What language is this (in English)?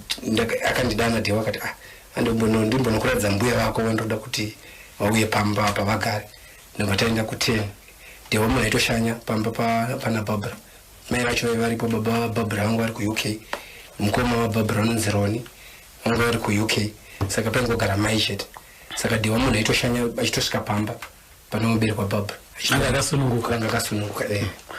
Shona